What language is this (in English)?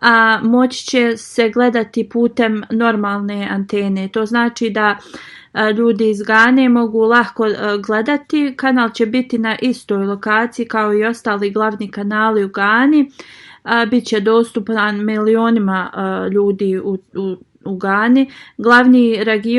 Bosnian